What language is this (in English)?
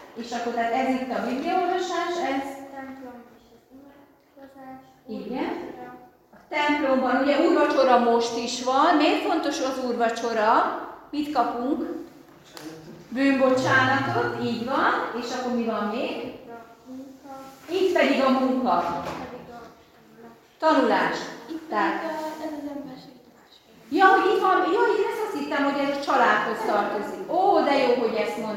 Hungarian